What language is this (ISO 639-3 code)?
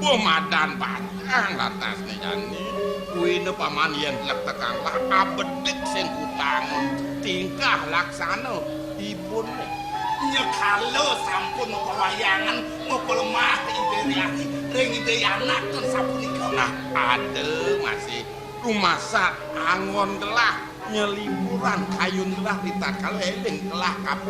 ban